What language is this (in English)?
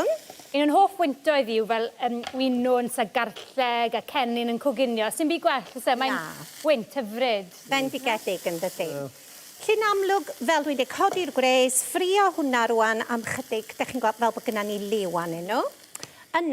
Welsh